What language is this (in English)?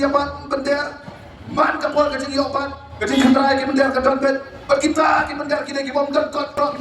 Khasi